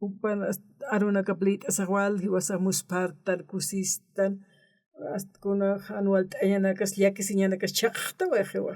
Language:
Aymara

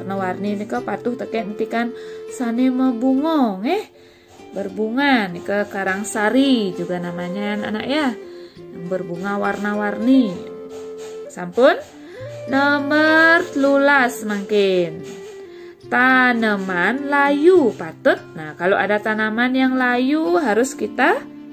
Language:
Balinese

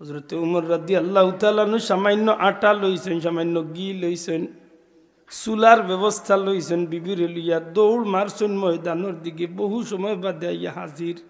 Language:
Sylheti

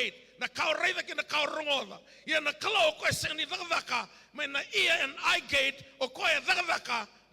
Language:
Fijian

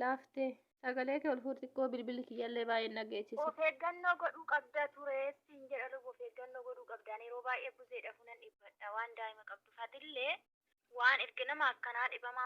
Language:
Oromo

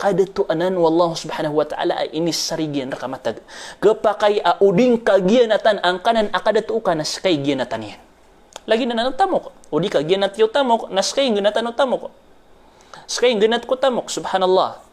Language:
Maranao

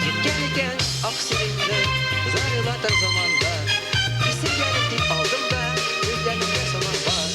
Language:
Bashkir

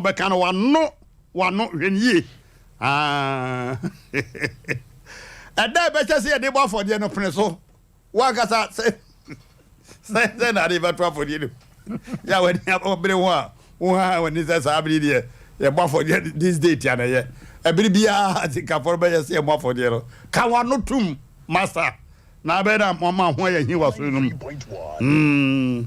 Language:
Akan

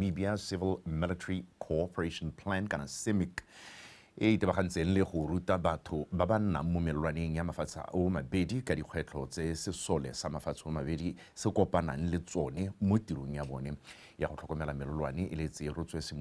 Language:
Tswana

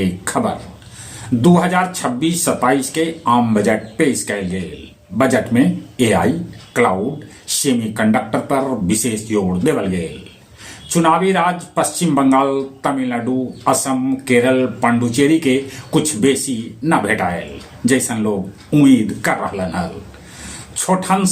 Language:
Magahi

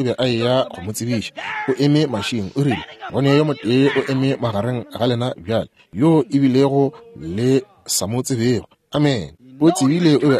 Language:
Northern Sotho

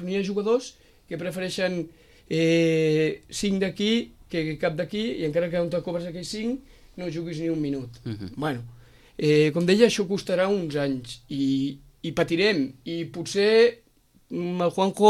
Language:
Catalan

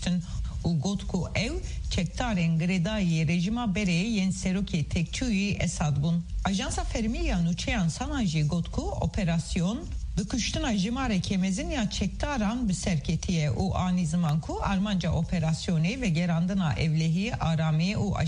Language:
Kurdish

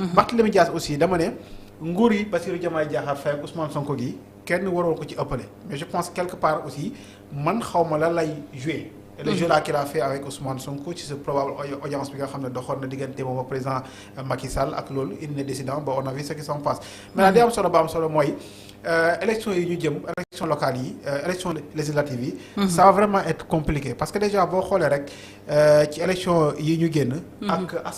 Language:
Wolof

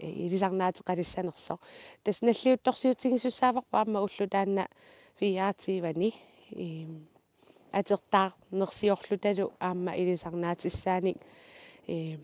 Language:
Kalaallisut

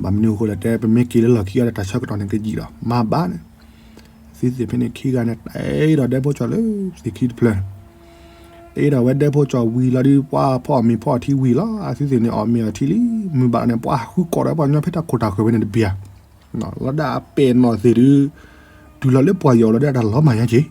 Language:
S'gaw Karen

